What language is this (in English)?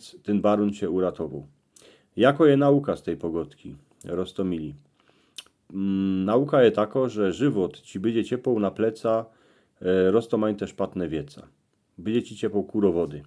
Silesian